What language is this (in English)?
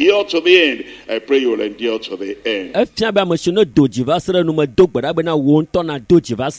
Ewe